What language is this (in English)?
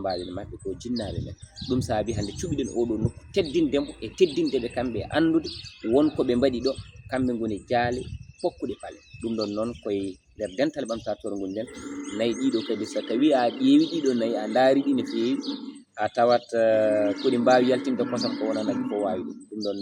Fula